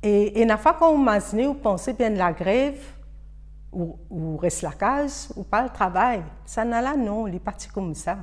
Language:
Morisyen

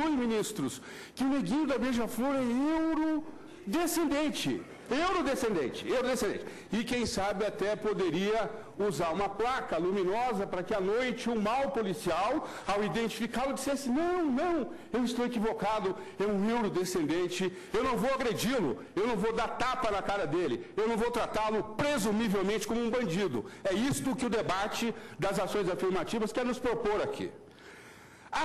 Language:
Portuguese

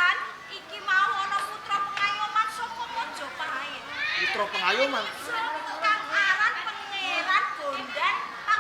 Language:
Javanese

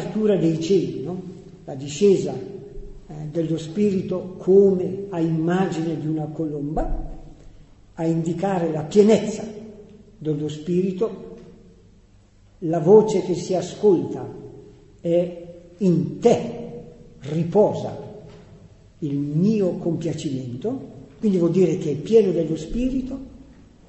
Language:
Italian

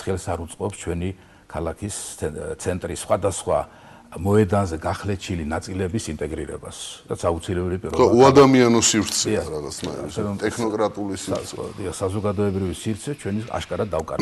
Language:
Georgian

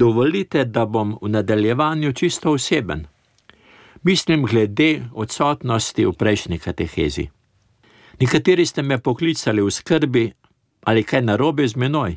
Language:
Slovenian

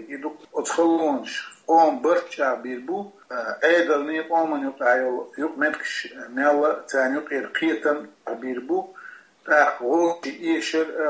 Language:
Chechen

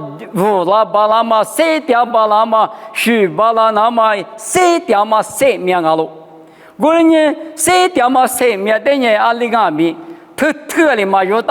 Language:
Lisu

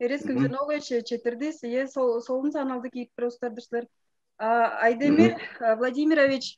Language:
Tuvinian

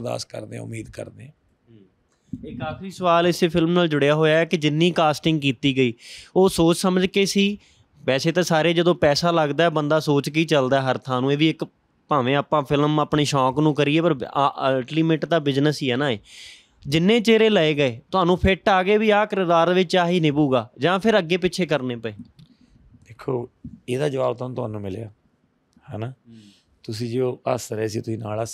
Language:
Punjabi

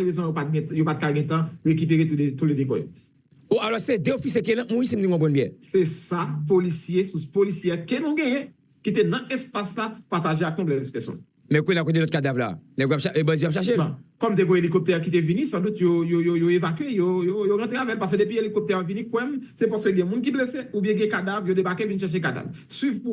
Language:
Haitian Creole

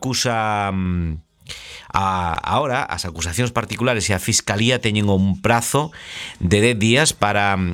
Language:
Galician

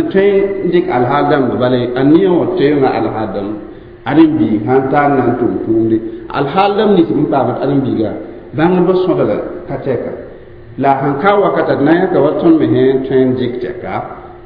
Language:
Mossi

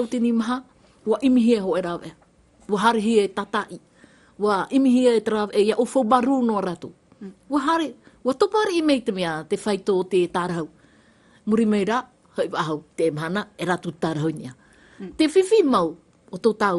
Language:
Tahitian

